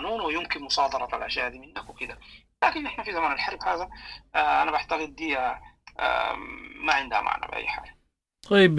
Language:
Sudanese Arabic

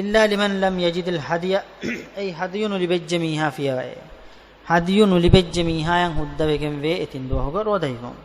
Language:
Divehi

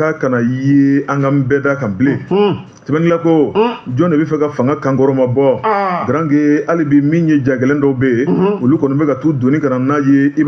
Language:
Bambara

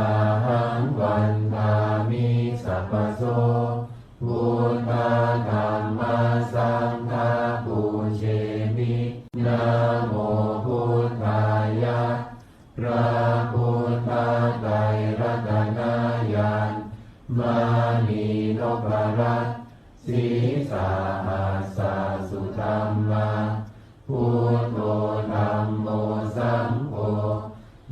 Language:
Pali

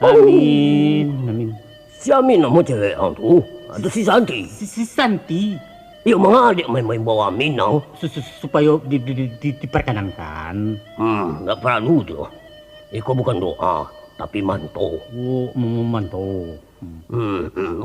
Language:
Minangkabau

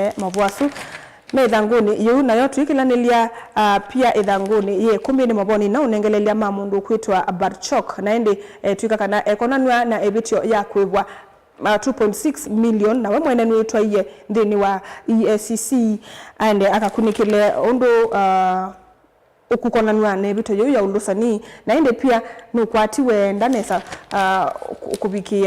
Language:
Kamba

